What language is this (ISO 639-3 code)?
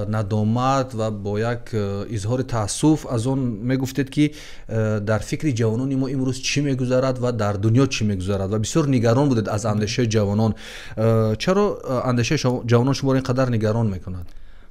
tgk